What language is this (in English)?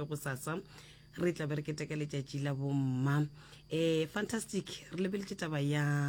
Northern Sotho